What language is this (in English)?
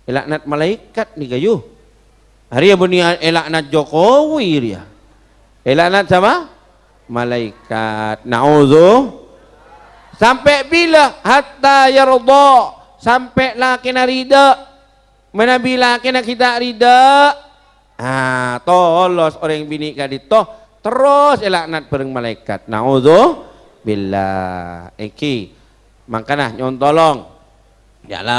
Madurese